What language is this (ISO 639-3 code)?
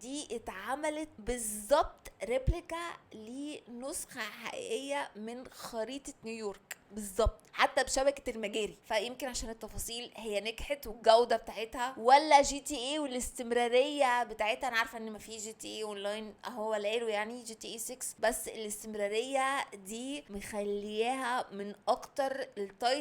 arz